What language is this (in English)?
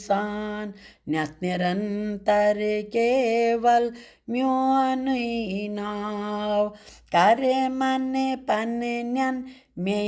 Kashmiri